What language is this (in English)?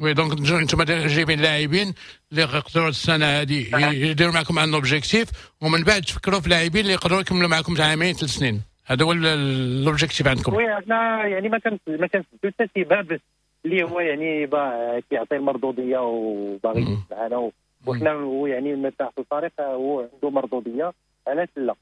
Moroccan Arabic